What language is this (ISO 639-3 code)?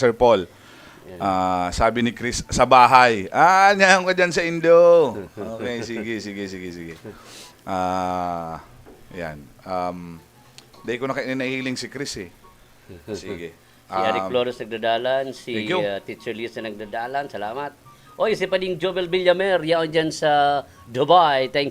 bik